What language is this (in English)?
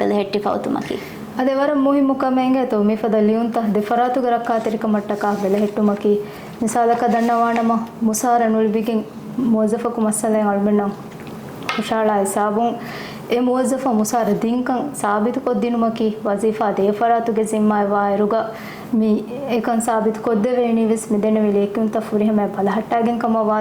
Divehi